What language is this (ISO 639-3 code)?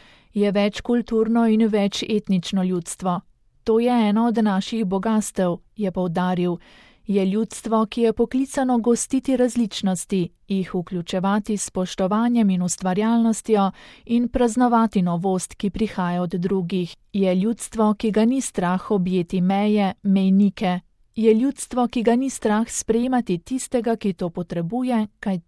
slv